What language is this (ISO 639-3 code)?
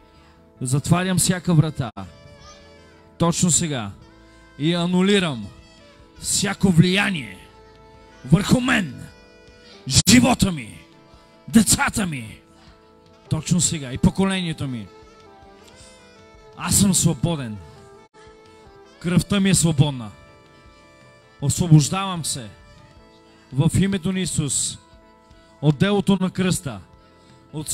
bul